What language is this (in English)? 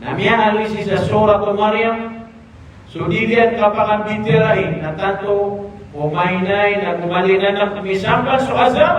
Maranao